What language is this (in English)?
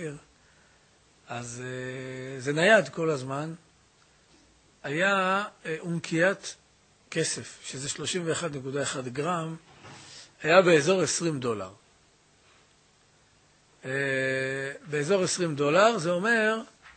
Hebrew